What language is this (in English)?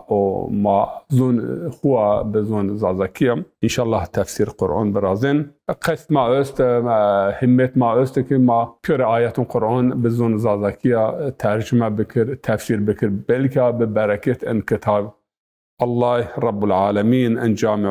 Zaza